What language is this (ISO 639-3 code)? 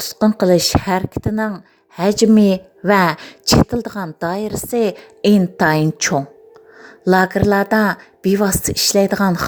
uig